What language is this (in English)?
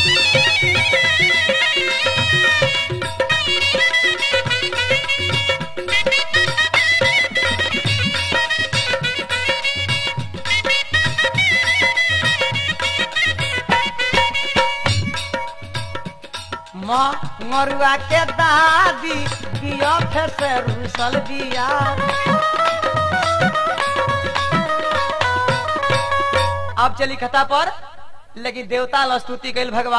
Bhojpuri